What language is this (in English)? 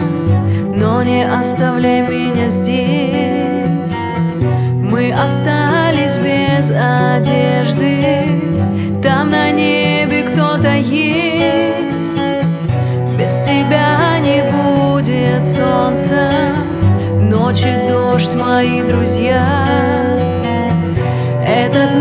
Russian